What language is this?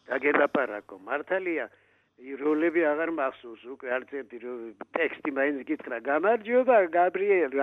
Georgian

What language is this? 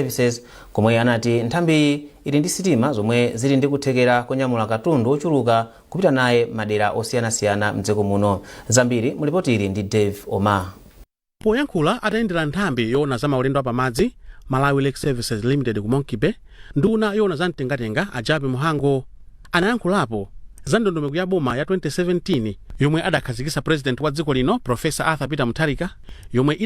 Nyanja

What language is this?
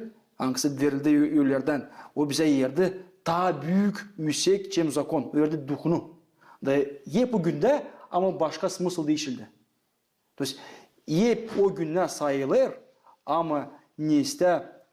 Gagauz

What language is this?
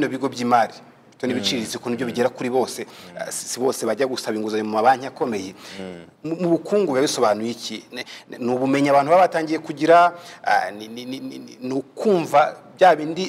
Kinyarwanda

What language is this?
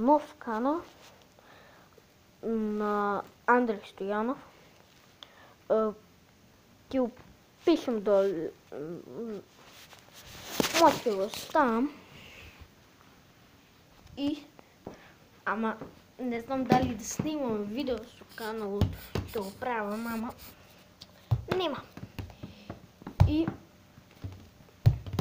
Bulgarian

